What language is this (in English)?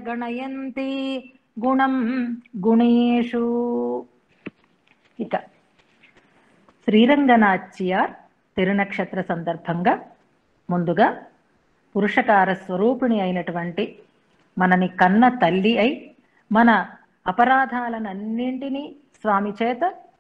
Telugu